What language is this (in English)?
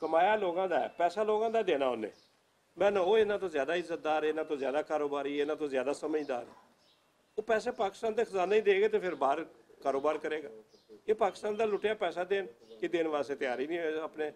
Western Panjabi